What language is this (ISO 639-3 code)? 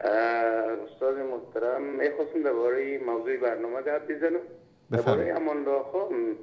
fas